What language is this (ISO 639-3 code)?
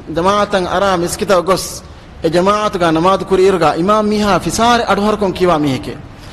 div